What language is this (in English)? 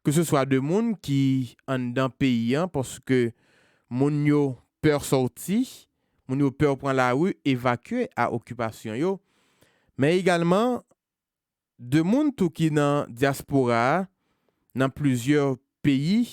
Haitian Creole